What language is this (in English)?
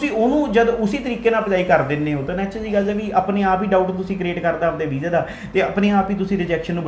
Punjabi